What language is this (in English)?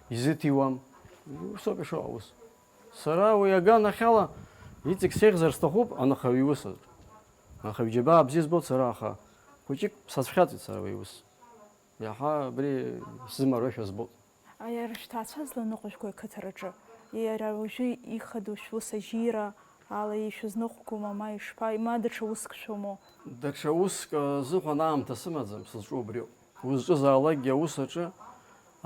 Abkhazian